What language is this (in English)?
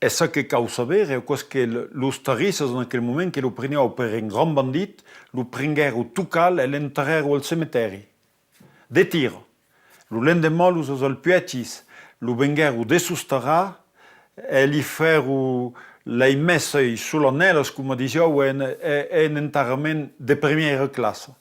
Occitan